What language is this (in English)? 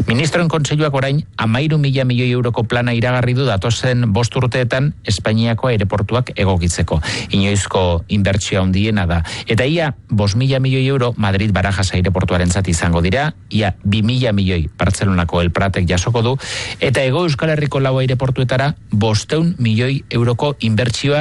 Basque